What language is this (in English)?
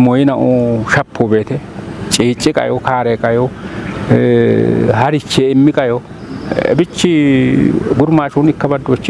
Kafa